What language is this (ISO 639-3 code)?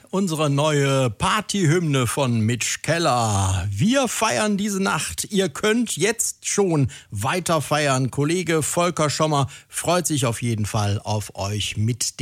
deu